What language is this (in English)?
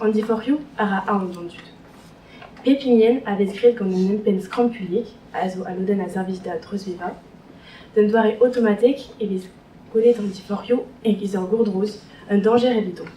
Breton